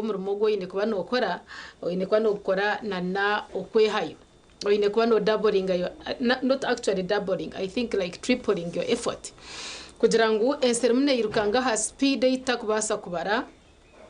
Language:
Nyankole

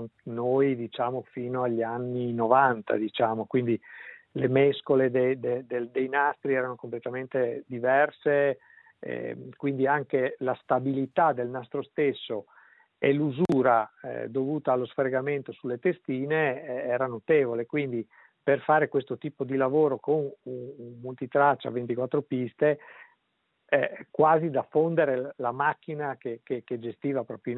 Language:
Italian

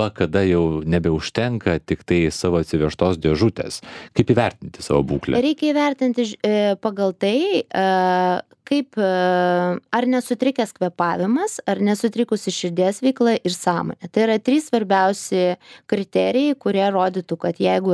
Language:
Lithuanian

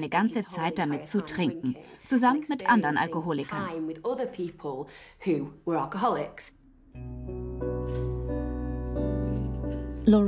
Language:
German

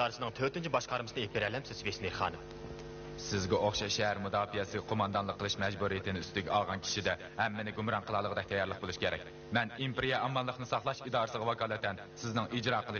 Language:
Uyghur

